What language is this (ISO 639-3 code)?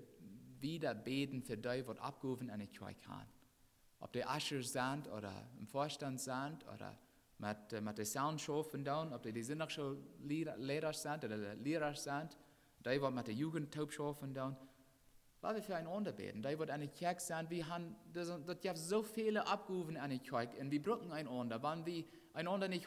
pdt